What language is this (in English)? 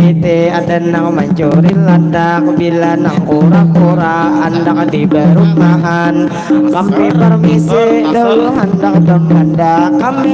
Banjar